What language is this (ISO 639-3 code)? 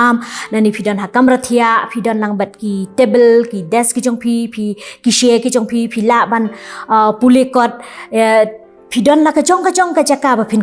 kha